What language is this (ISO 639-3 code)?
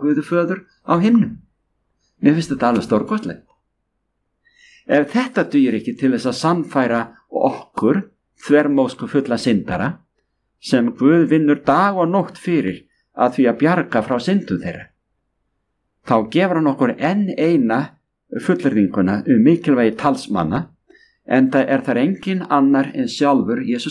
isl